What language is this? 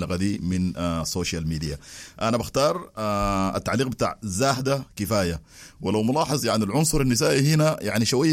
Sudanese Arabic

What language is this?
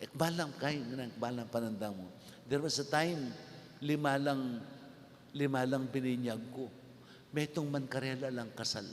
Pampanga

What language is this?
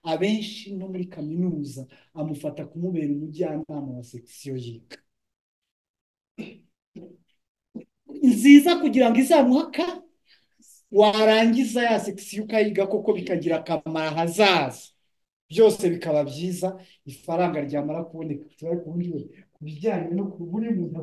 Kinyarwanda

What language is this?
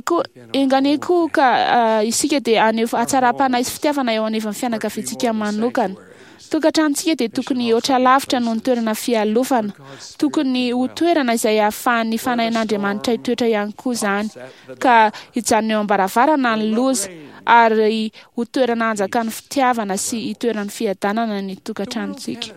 Malagasy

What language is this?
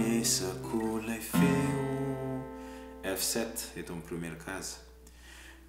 Malagasy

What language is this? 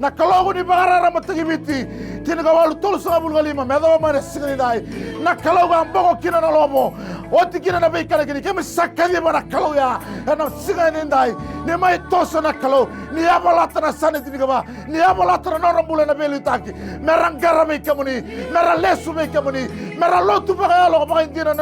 Fijian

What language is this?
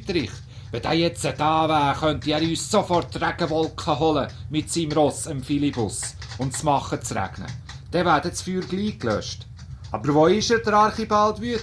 Swiss German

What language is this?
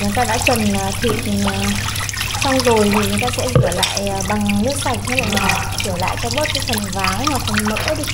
Vietnamese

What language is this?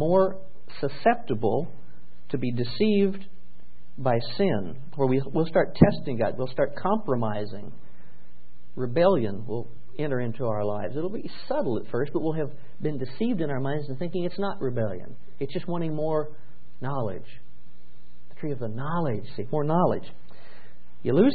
English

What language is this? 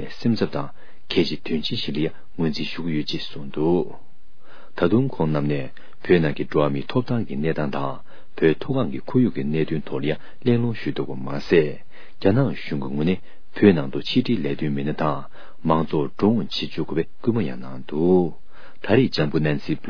Tibetan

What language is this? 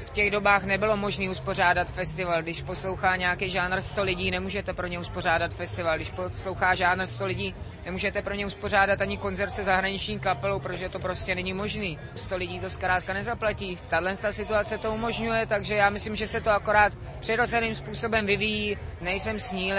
Czech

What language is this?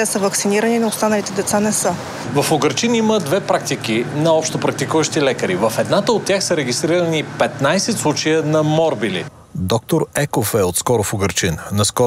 Bulgarian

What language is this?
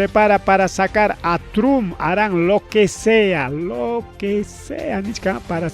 Ayacucho Quechua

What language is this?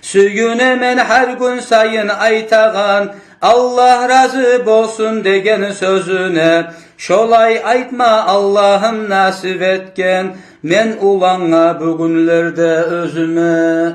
Kumyk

